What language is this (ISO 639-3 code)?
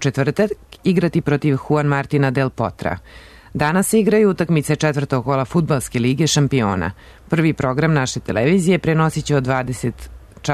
srp